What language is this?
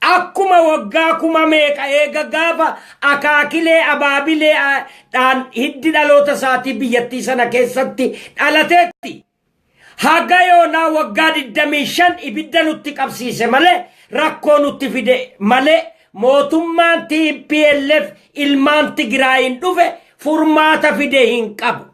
Oromo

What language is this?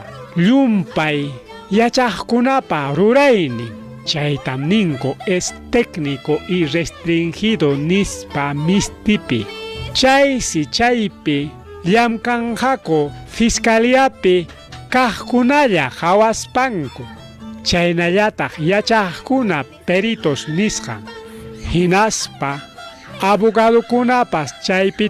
Ayacucho Quechua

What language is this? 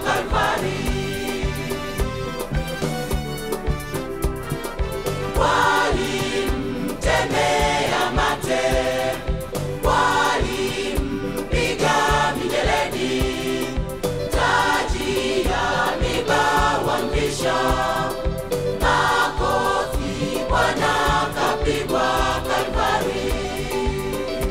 Swahili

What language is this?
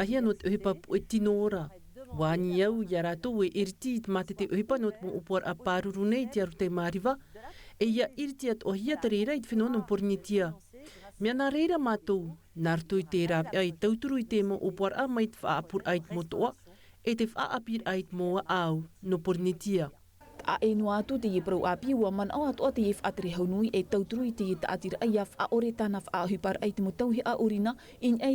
Tahitian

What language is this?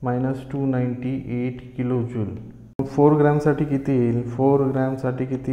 Marathi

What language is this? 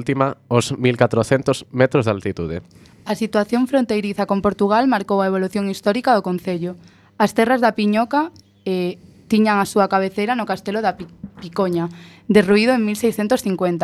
Galician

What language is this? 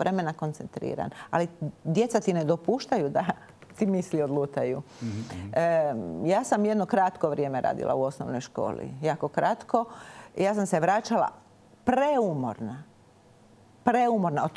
Croatian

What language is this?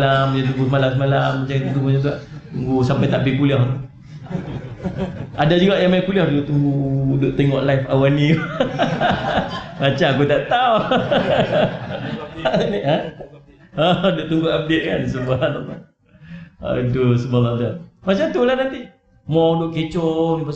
Malay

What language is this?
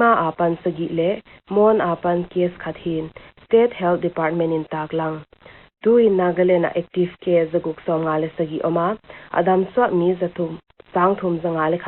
Paite Chin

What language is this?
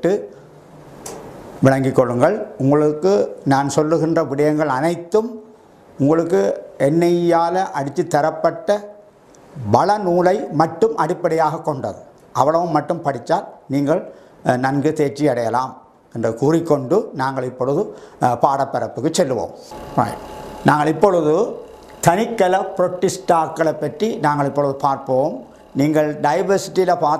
Tamil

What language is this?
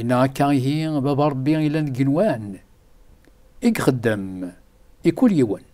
Kabyle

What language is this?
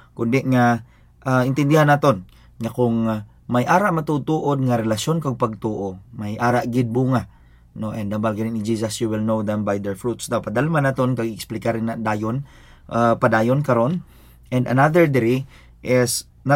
Hiligaynon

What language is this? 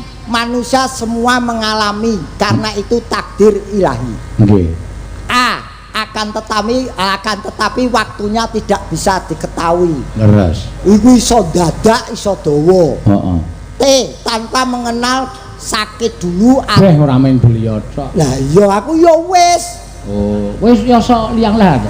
Javanese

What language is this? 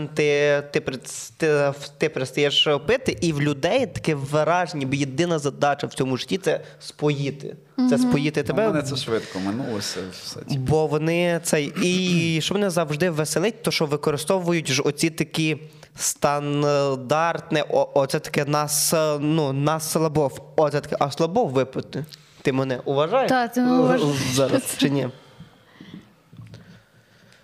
Ukrainian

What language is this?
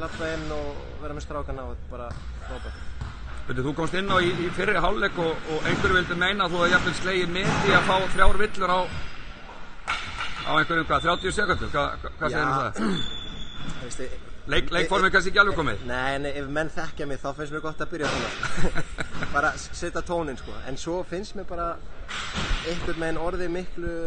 Icelandic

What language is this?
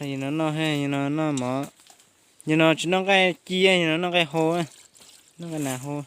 Hmong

